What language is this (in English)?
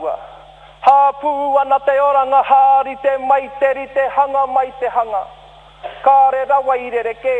Māori